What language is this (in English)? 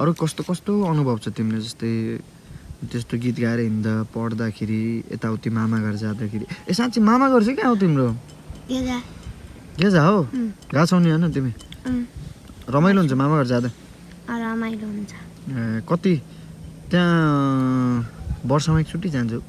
Nepali